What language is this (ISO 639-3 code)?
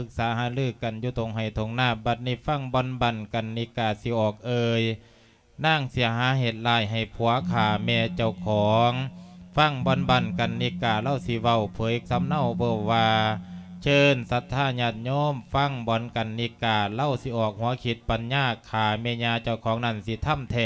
lao